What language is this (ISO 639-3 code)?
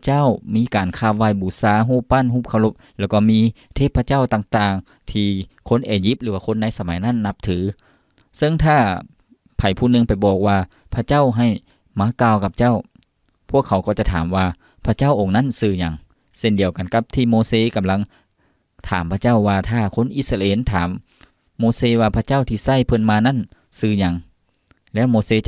lao